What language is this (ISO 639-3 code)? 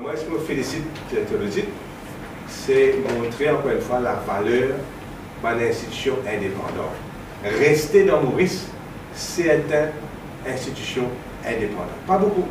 mfe